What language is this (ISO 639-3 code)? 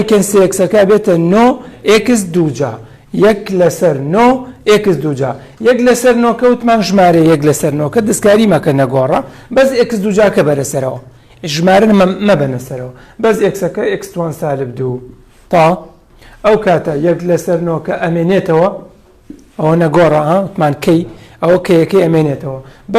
ckb